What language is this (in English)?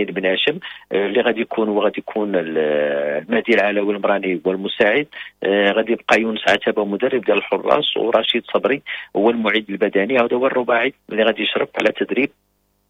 Moroccan Arabic